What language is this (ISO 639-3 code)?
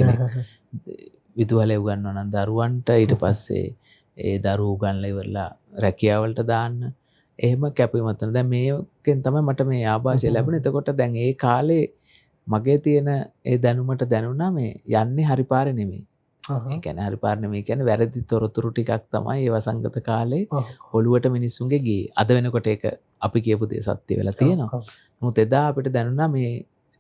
sin